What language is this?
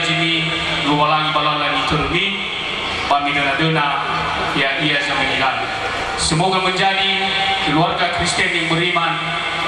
Nias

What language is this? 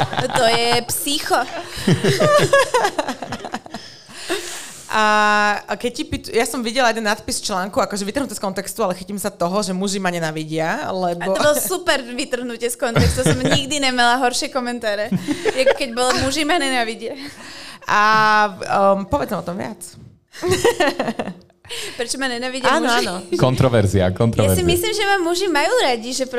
Slovak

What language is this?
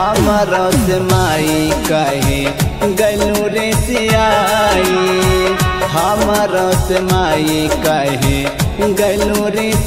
Bhojpuri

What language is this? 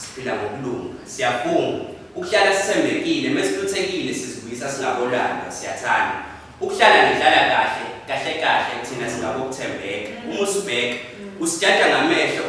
Zulu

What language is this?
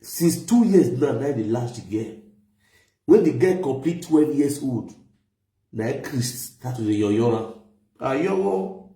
Nigerian Pidgin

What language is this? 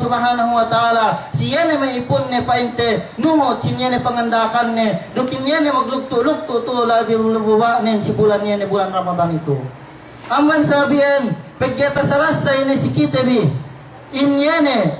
Yakan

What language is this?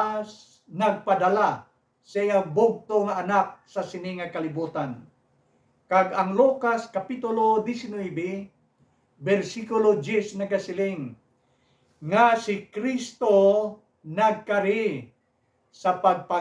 Hiligaynon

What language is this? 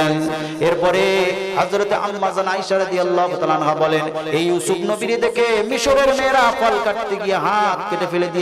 Bangla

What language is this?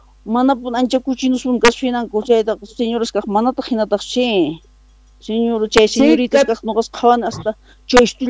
Quechua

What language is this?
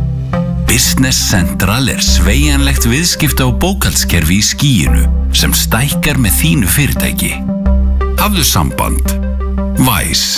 Icelandic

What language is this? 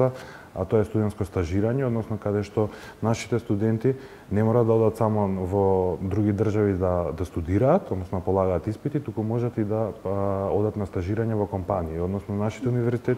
Macedonian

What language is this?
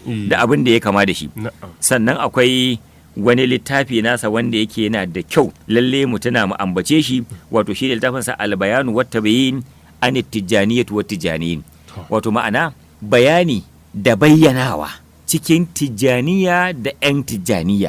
Hausa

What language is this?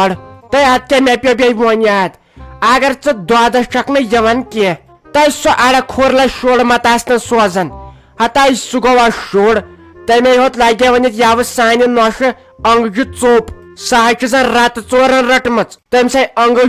Kashmiri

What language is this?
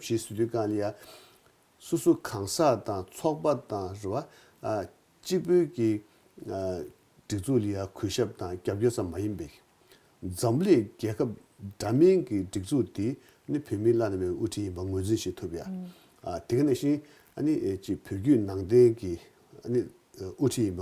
Tibetan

